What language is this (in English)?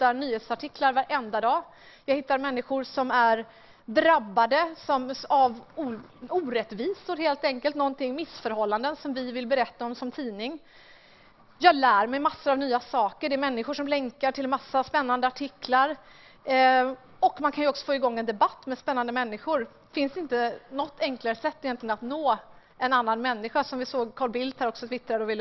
Swedish